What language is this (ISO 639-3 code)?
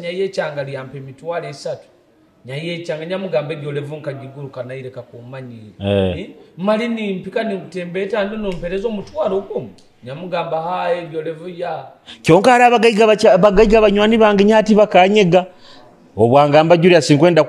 nyo